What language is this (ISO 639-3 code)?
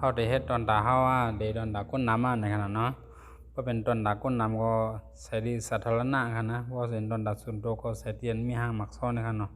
shn